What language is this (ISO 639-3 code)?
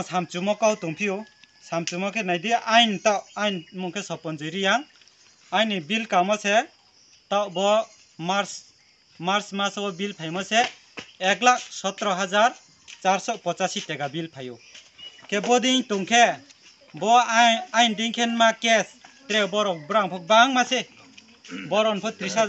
ria